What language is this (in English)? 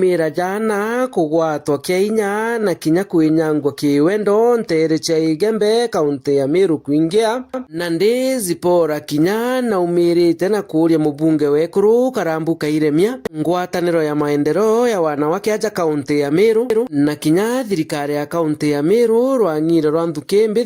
Meru